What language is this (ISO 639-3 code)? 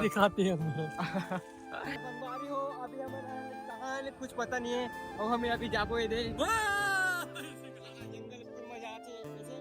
hne